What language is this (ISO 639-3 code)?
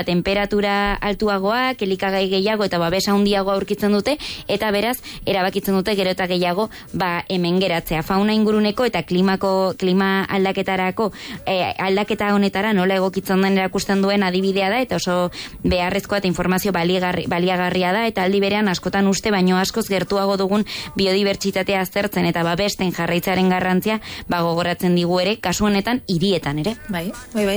eus